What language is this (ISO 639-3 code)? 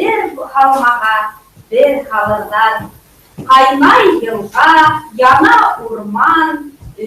bak